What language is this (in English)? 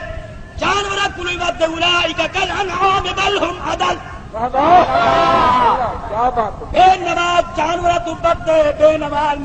Saraiki